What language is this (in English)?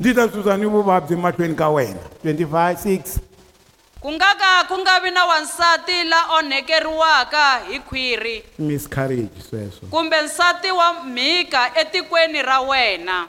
Tsonga